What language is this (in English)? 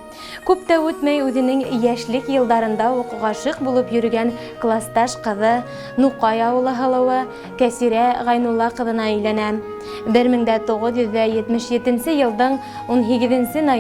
Bashkir